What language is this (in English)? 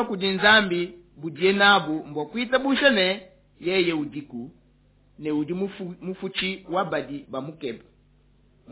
Luba-Lulua